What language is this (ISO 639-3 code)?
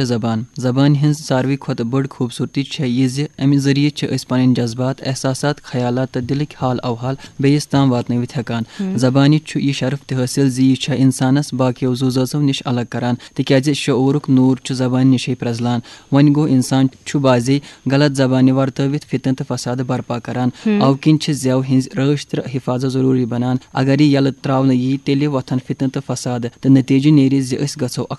kas